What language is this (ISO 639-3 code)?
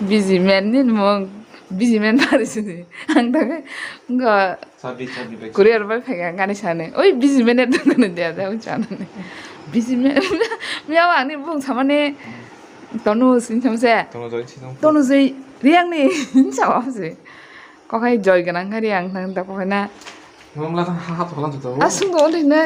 trp